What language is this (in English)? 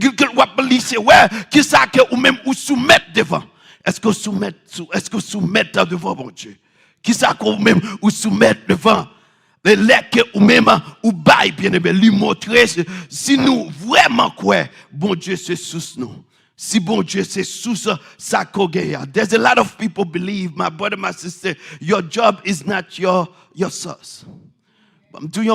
Haitian Creole